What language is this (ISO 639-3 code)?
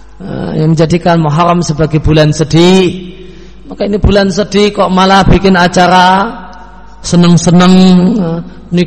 ind